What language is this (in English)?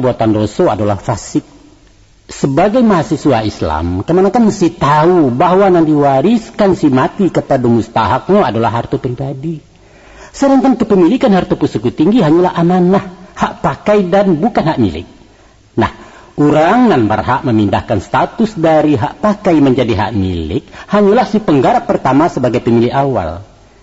Minangkabau